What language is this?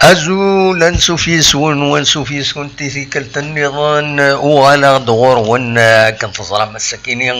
Kabyle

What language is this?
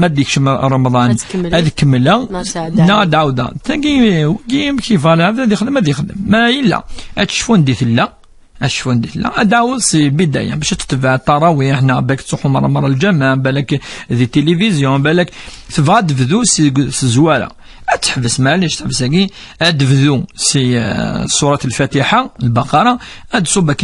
Kabyle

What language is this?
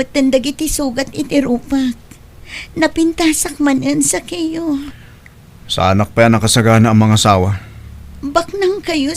Iloko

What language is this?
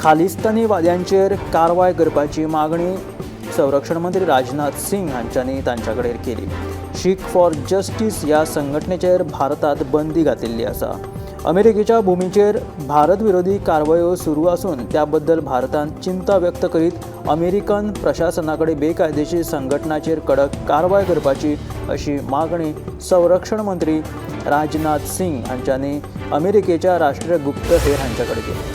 Konkani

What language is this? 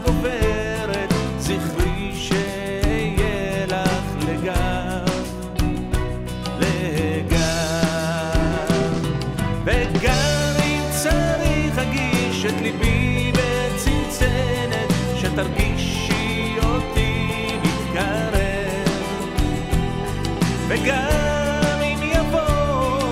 Hebrew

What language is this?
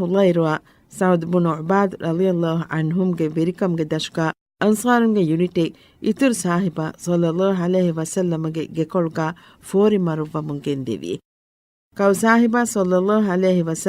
Divehi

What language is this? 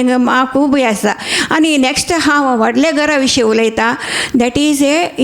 Konkani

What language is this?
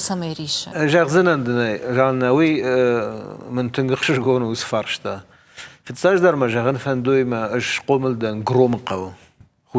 Ossetic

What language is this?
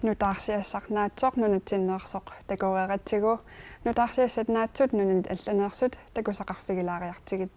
Kalaallisut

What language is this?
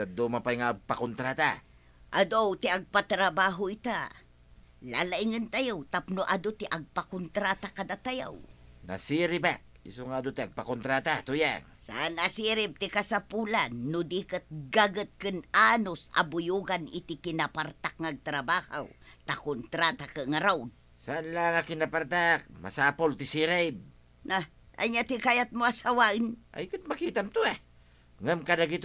Iloko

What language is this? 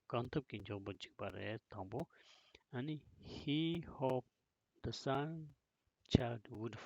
Tibetan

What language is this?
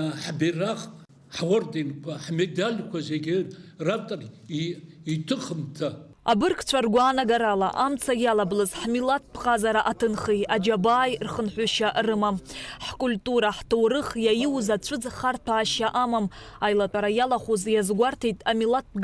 Abkhazian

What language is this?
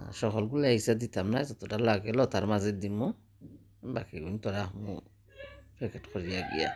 Sylheti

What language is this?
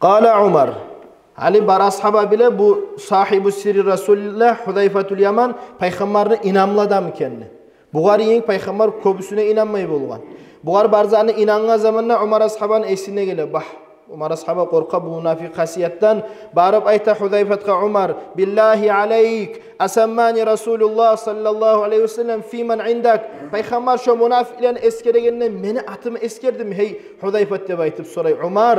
Kumyk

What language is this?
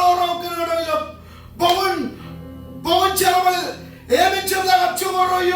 Marshallese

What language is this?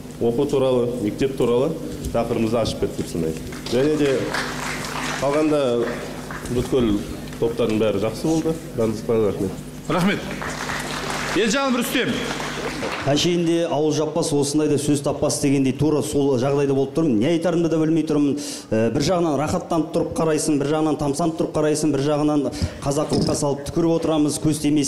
Kazakh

